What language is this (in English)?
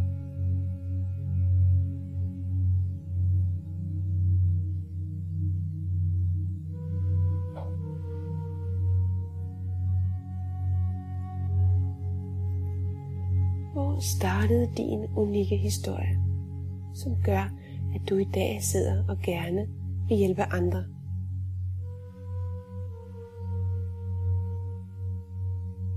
Danish